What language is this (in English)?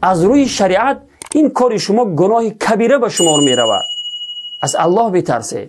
Tajik